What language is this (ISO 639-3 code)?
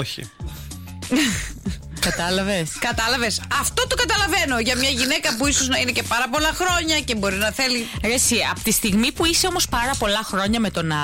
ell